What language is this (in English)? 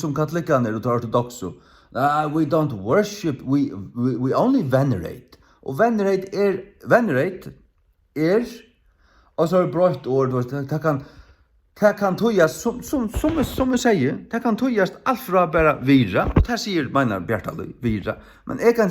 Faroese